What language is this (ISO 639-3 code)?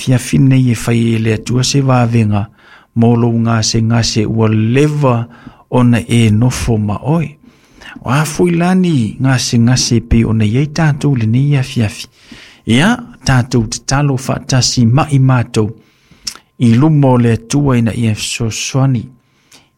smo